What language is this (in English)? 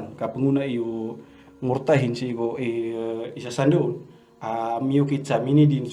Maranao